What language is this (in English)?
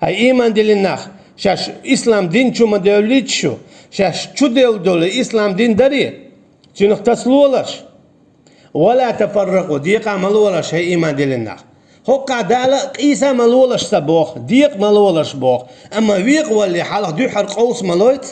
Chechen